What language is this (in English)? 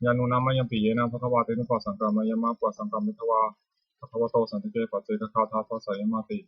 Pali